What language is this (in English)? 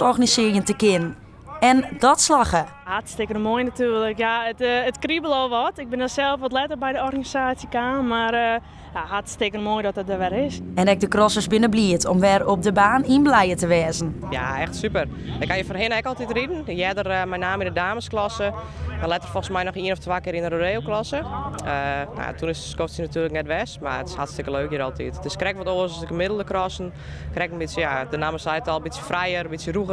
Western Frisian